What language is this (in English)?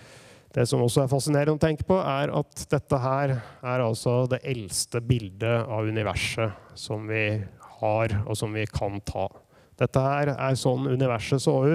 Norwegian